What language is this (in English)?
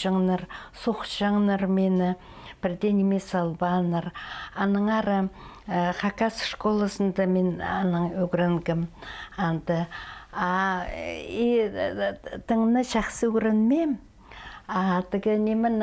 Khakas